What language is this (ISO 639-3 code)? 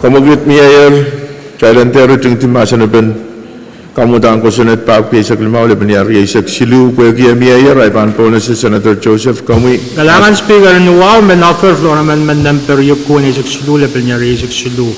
pon